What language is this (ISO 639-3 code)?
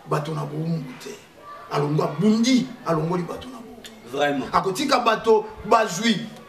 lin